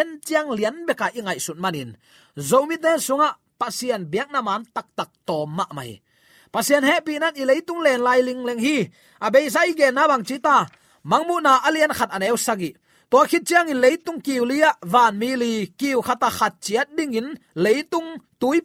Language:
Tedim Chin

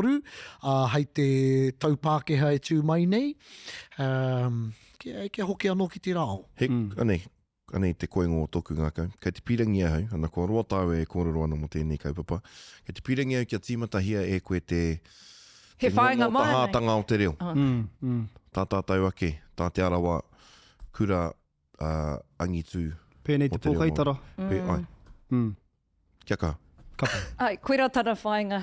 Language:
Māori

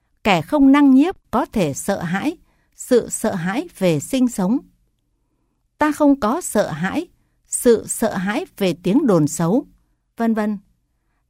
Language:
Vietnamese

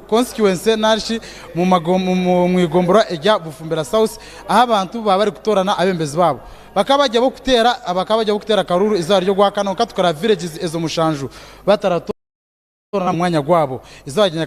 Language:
Nyankole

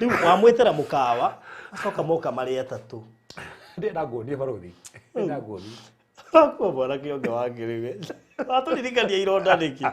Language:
Kikuyu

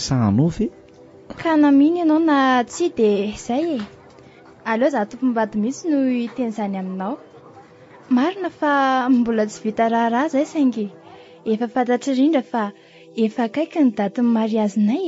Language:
Malagasy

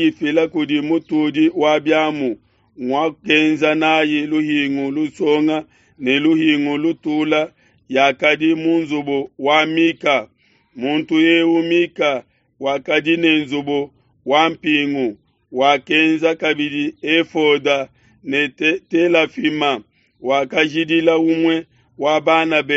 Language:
Luba-Lulua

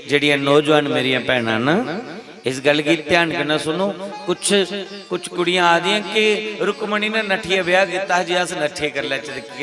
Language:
Dogri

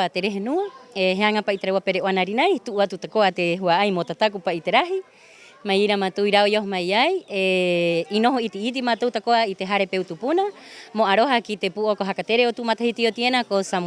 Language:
Rapanui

